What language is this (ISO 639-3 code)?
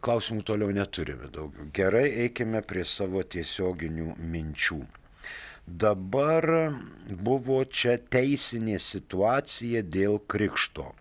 lit